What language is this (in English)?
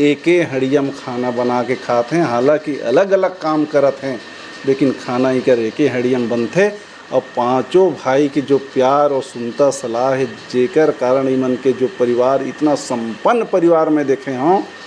Chhattisgarhi